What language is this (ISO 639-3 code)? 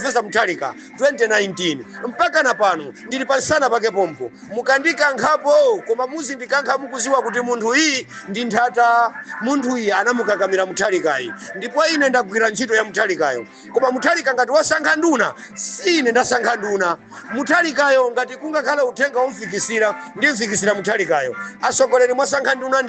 nya